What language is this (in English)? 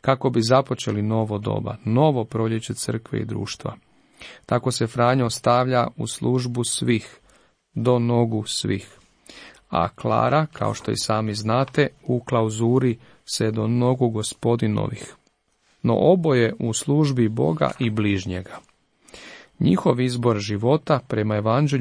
Croatian